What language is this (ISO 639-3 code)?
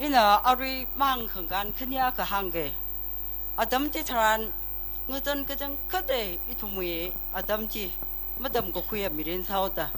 nmf